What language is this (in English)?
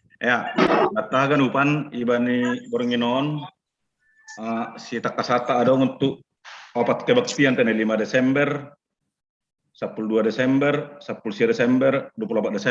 Batak Simalungun